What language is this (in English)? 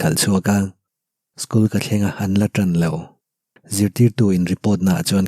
Mizo